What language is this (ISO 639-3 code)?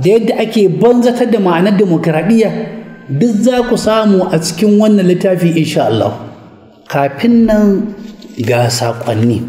hau